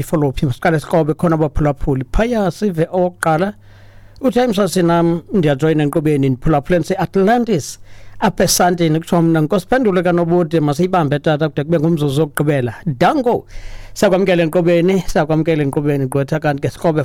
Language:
Xhosa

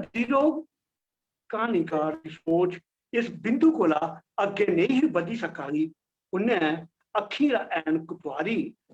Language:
Dogri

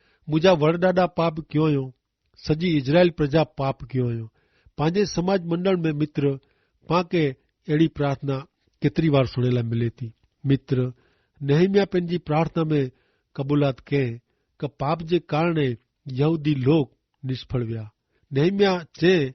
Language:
Kachhi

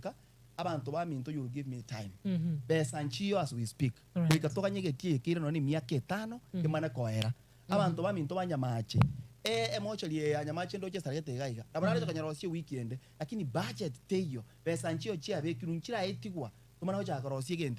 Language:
Gusii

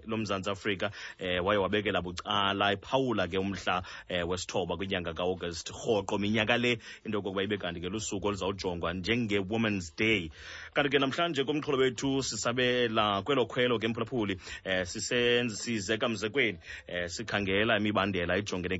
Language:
Xhosa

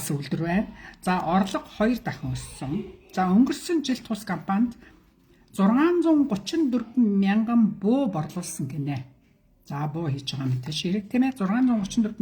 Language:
Mongolian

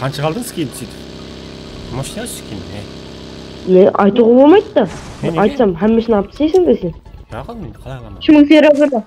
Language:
Kara-Kalpak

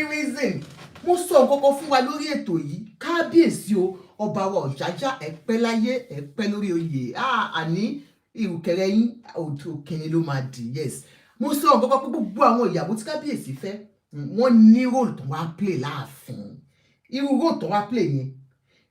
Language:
Yoruba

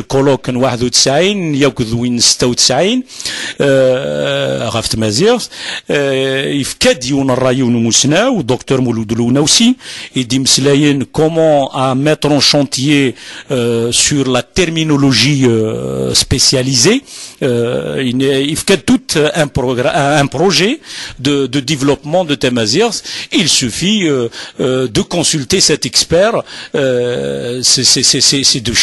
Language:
Kabyle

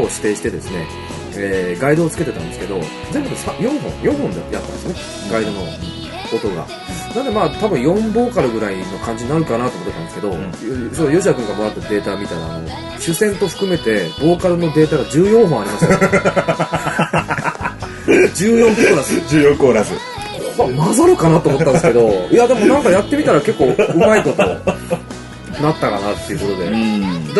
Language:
Japanese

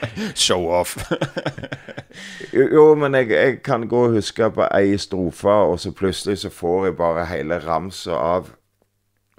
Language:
Norwegian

